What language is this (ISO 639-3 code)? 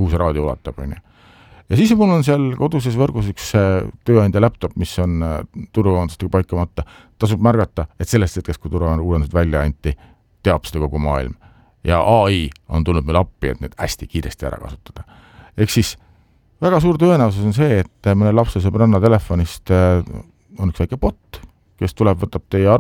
est